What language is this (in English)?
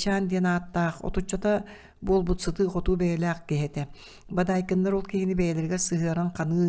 Yakut